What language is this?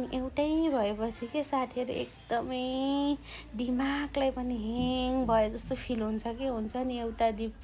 Nepali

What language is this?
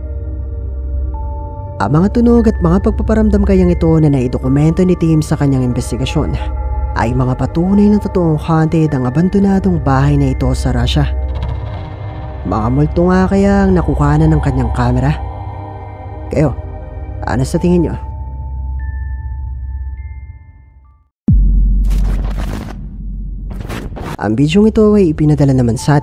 Filipino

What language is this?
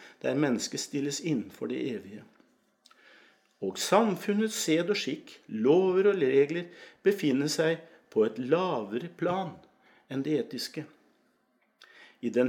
Norwegian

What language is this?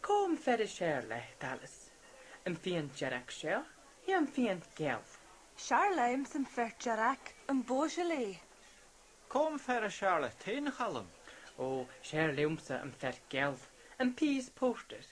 Scottish Gaelic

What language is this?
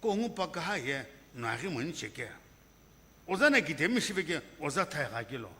Sumi Naga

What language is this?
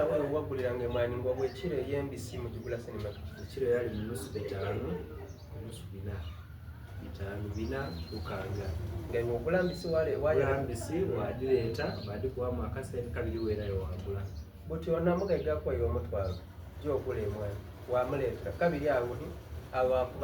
Soga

